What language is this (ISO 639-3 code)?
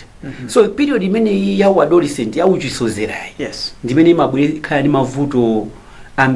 nya